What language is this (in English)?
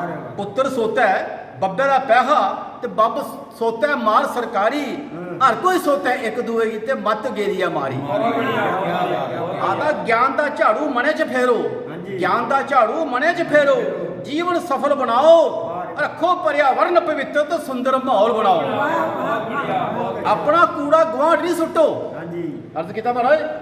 Dogri